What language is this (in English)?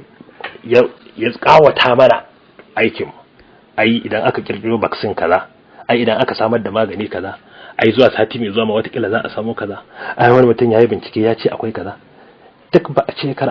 Hausa